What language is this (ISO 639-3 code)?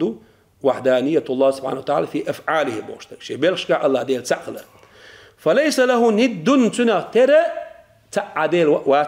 che